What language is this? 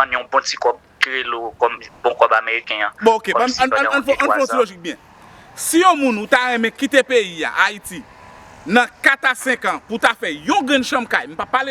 Haitian Creole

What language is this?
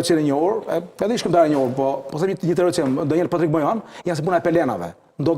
Albanian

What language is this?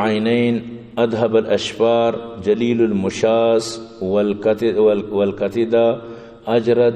Eastern Balochi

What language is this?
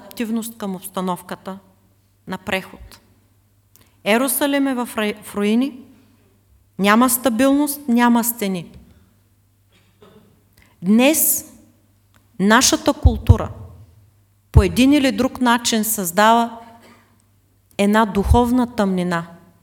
Bulgarian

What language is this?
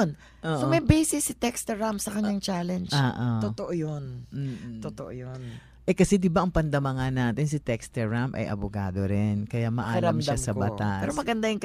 Filipino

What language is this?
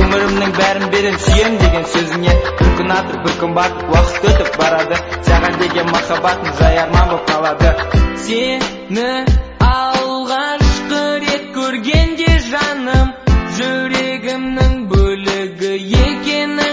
Kazakh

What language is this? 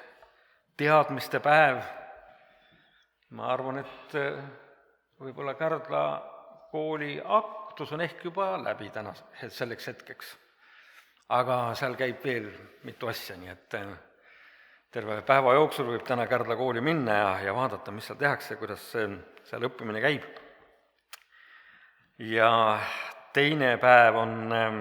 Estonian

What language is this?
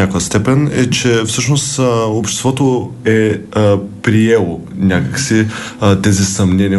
Bulgarian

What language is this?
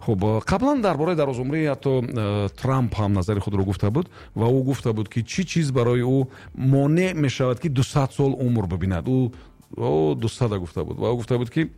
Tajik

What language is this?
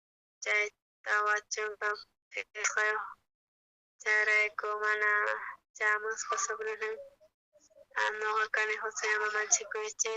South Bolivian Quechua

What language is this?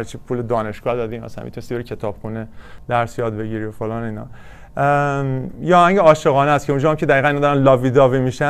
Persian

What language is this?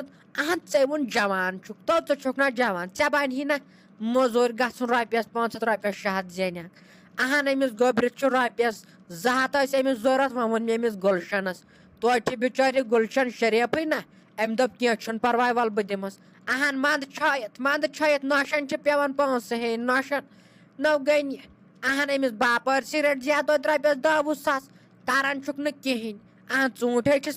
Kashmiri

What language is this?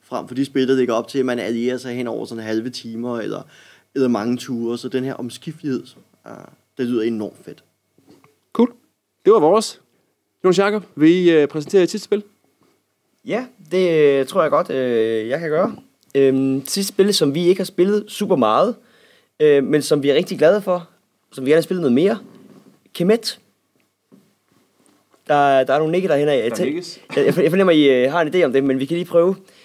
Danish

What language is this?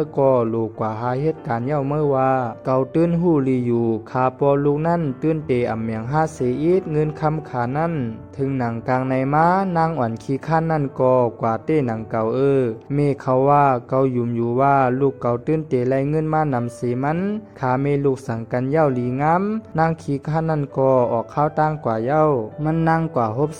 Shan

